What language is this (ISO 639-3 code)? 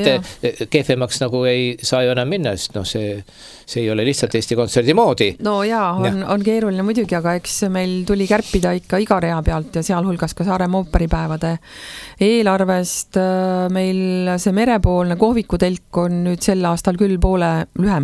est